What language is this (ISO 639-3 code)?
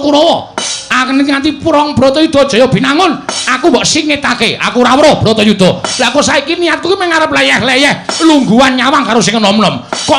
jav